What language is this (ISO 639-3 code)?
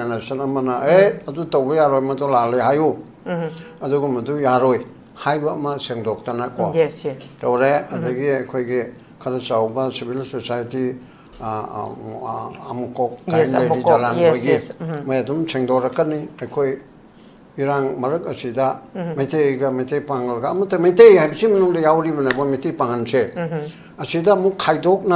mni